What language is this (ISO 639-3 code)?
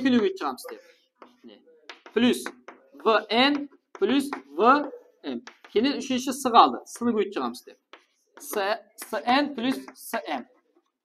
kaa